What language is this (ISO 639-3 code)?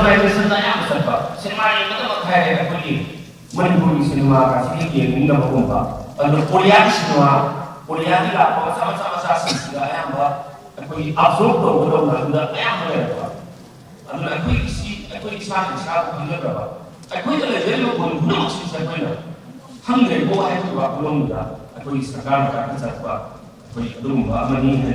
mni